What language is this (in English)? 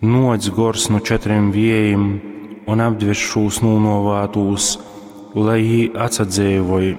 Latgalian